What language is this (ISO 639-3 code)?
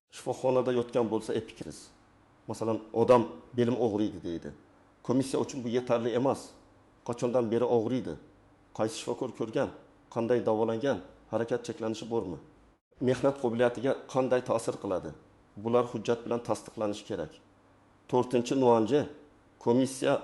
uzb